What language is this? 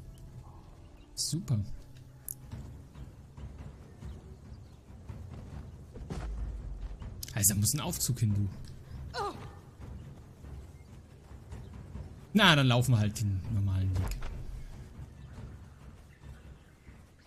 German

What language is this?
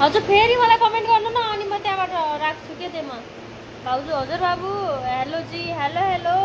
Nepali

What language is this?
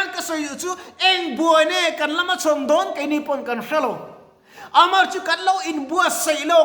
Mizo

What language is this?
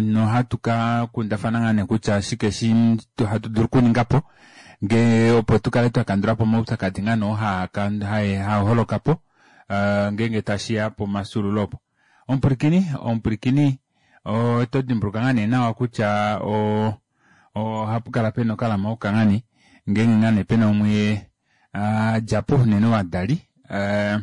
Kuanyama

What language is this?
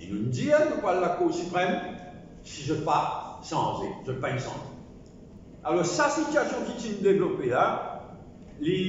Morisyen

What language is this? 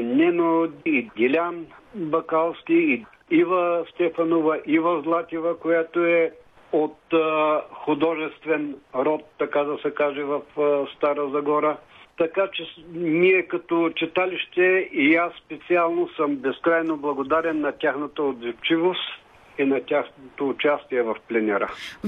Bulgarian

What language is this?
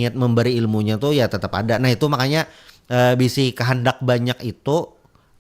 Banjar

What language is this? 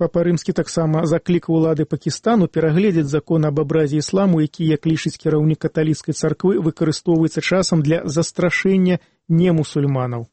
Belarusian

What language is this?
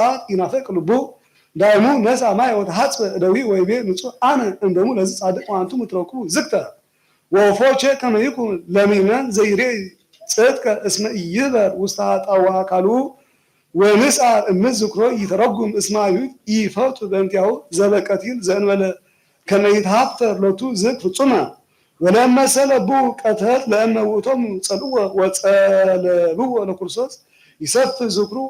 Geez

